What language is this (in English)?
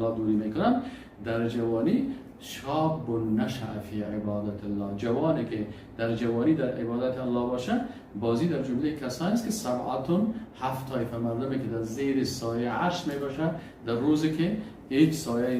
Persian